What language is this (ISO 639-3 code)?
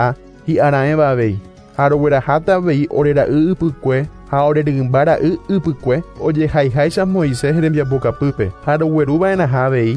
grn